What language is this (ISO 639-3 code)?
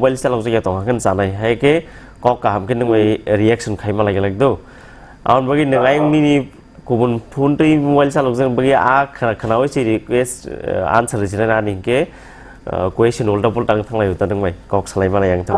trp